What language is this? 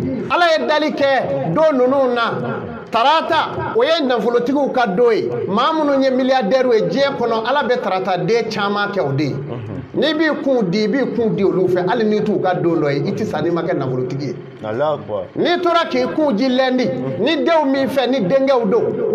Bambara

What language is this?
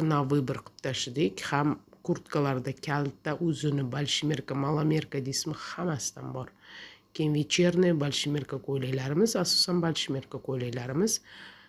Uzbek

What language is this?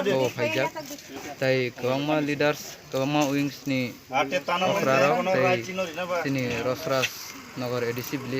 Kok Borok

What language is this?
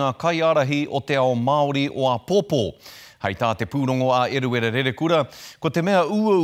Māori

